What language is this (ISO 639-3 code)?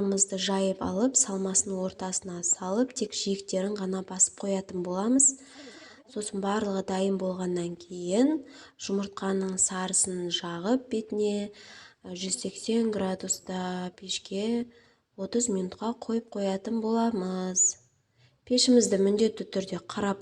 kaz